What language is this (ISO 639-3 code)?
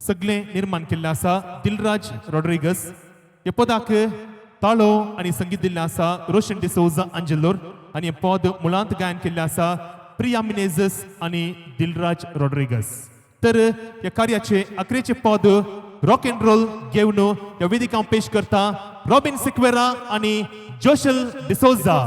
kok